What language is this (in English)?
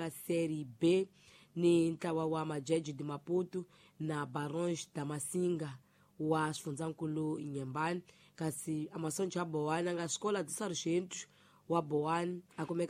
Tsonga